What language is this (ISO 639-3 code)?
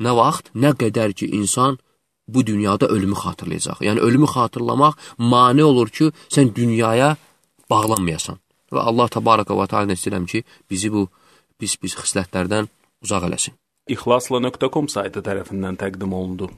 aze